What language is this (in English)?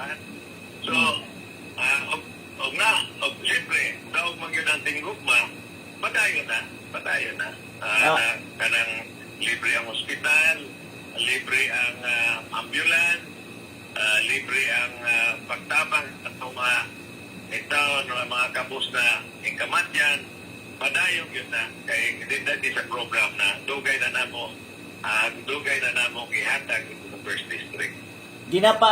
Cebuano